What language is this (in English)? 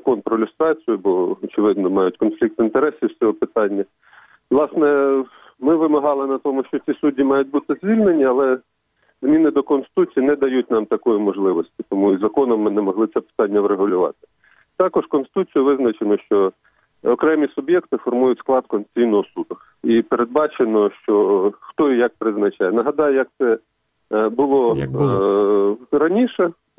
Ukrainian